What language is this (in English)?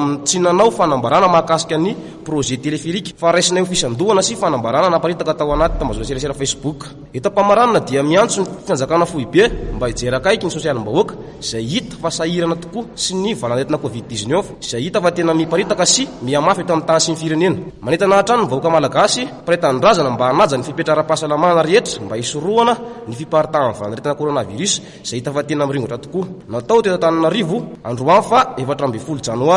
Malagasy